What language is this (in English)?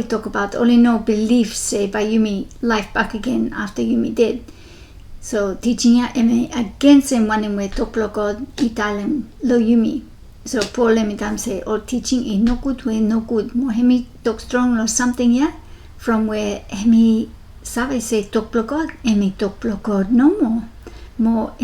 Bislama